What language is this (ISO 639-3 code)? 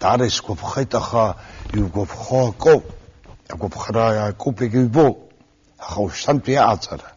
abk